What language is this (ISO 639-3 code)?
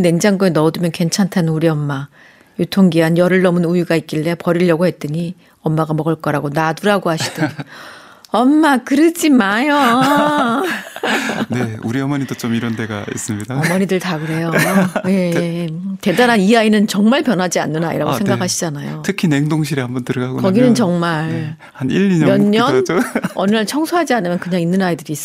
kor